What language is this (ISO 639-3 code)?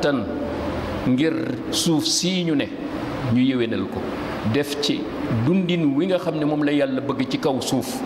wol